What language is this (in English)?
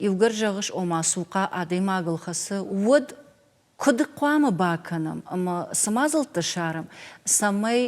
Ossetic